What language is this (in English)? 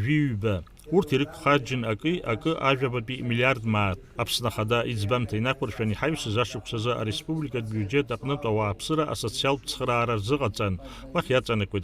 Abkhazian